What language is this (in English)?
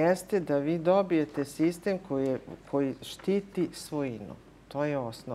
Serbian